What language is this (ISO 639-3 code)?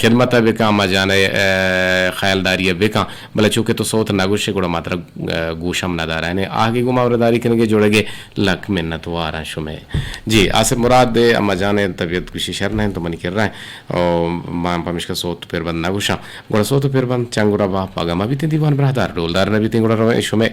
bgp